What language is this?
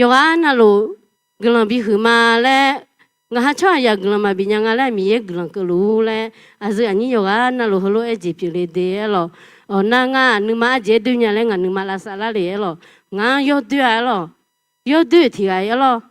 Akha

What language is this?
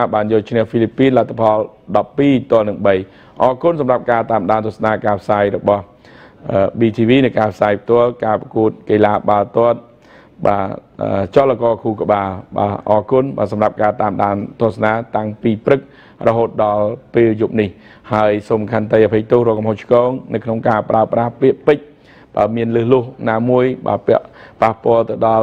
Khmer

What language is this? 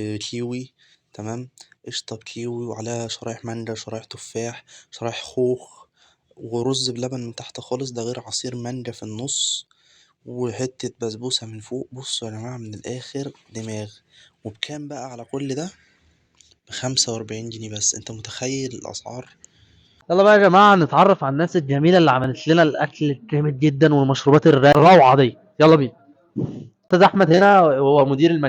Egyptian Arabic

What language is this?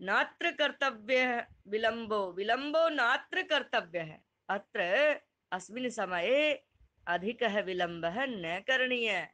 Sanskrit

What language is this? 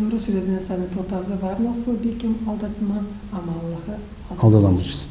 Gagauz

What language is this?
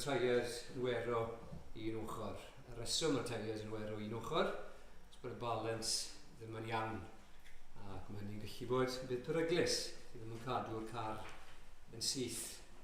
Welsh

